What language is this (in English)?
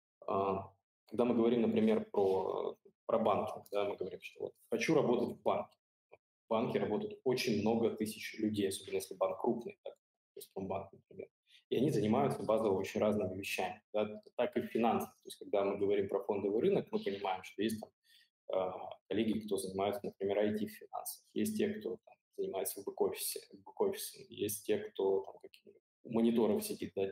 Russian